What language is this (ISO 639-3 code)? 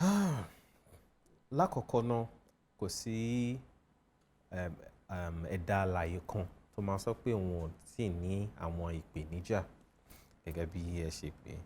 yor